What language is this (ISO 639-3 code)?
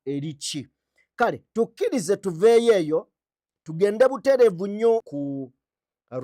lug